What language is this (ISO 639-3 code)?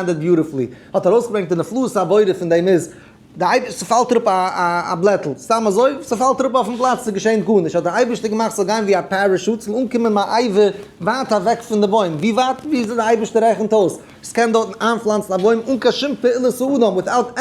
yid